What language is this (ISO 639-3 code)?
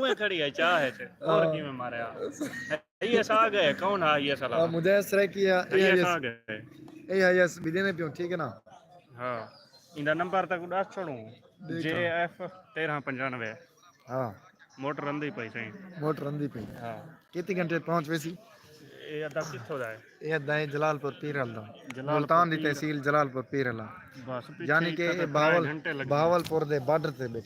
skr